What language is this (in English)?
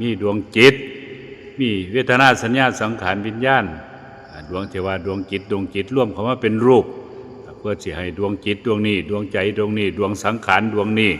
Northeastern Thai